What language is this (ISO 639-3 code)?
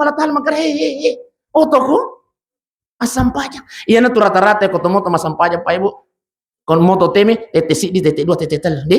bug